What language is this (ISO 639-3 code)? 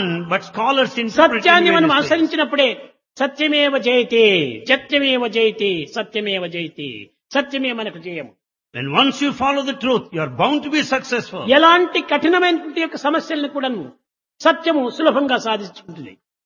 tel